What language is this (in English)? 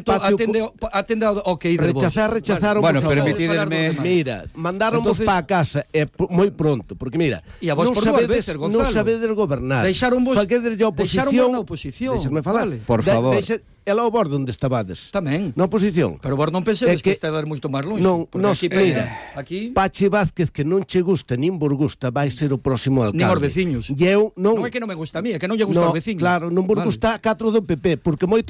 Galician